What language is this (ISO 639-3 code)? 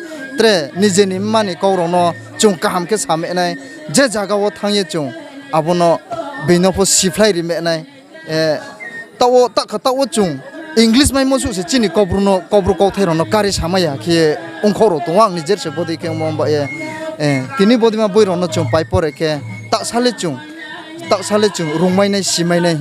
ria